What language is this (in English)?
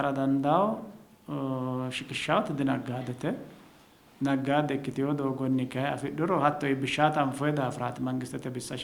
Sidamo